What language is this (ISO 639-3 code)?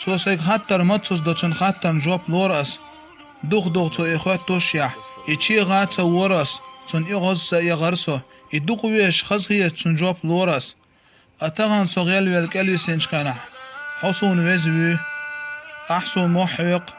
che